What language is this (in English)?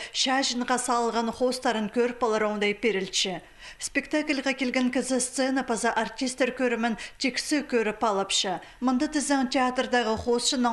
Khakas